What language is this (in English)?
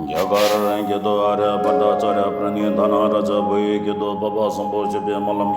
Tibetan